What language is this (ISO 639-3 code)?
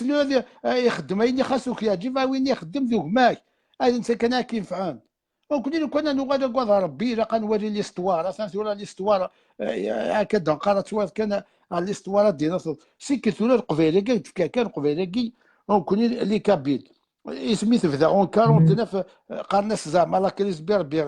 kab